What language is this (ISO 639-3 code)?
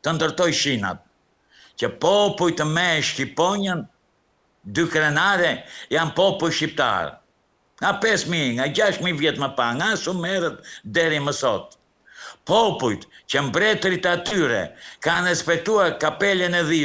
sqi